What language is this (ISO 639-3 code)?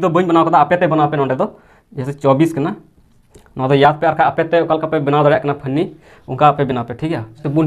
sat